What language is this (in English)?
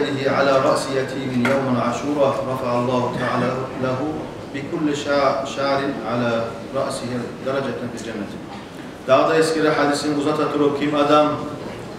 Kumyk